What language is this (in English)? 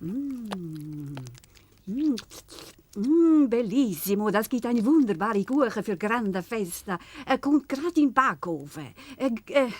Swiss German